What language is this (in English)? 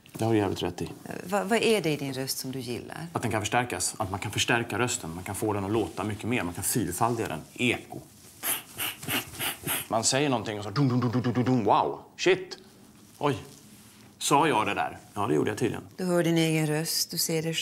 Swedish